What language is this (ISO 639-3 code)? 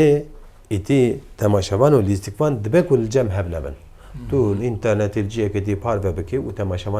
kur